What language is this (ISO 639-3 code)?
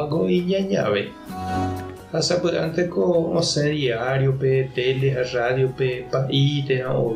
grn